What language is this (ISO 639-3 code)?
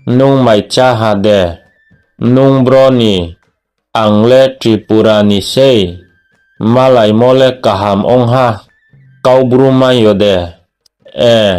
ria